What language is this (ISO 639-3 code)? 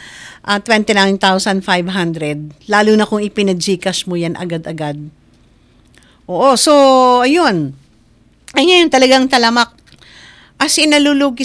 fil